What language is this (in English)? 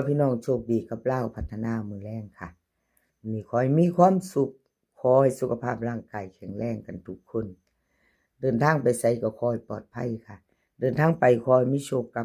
Northeastern Thai